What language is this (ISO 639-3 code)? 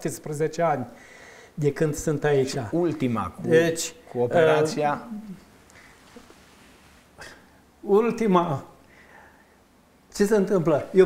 ron